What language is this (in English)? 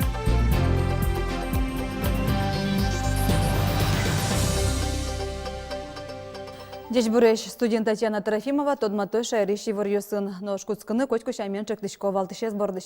Udmurt